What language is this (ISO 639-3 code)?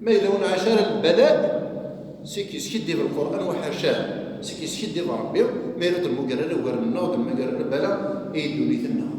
kab